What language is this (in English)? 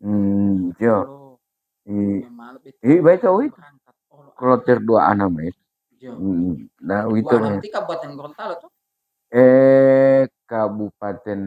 Gorontalo